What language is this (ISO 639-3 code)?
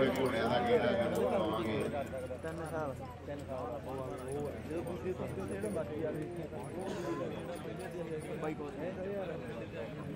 pan